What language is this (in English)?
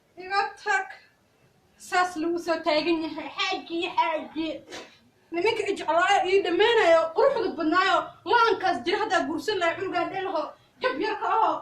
Somali